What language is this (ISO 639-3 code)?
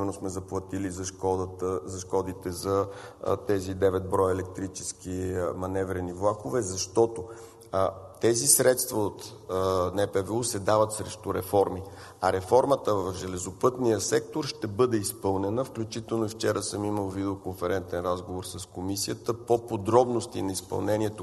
bul